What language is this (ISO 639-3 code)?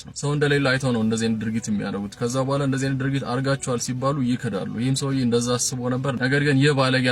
amh